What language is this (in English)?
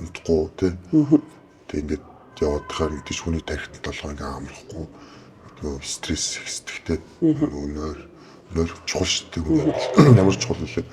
Mongolian